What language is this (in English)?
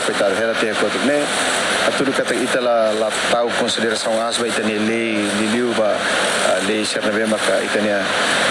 Tetum